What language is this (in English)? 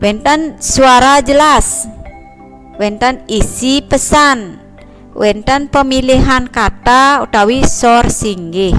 Balinese